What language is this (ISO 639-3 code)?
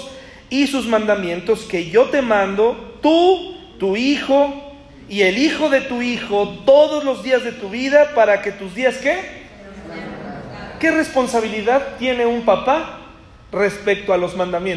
spa